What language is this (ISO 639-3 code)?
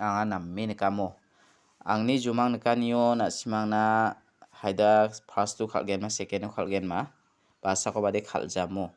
grt